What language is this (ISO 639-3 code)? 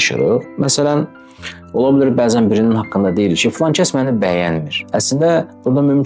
aze